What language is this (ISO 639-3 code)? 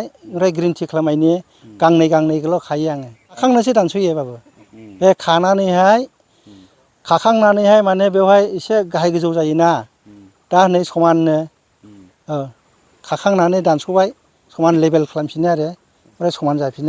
brx